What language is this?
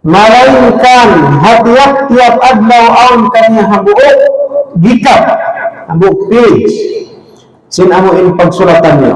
Tausug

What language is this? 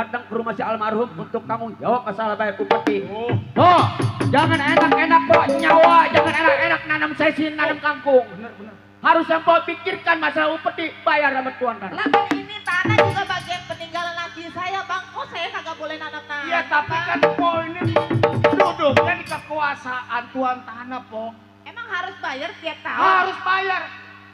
Betawi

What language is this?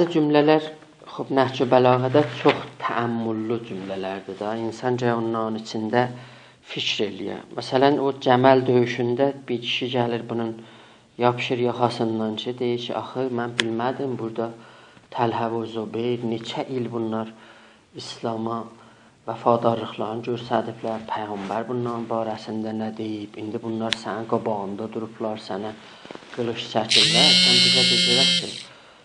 South Azerbaijani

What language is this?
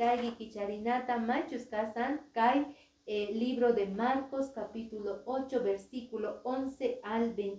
Quechua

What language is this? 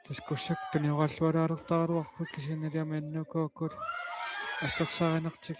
Kalaallisut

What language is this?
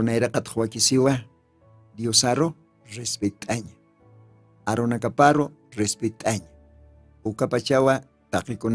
Aymara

